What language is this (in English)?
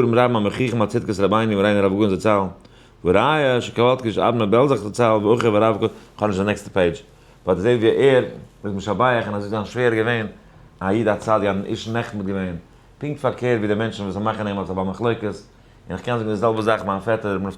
Yiddish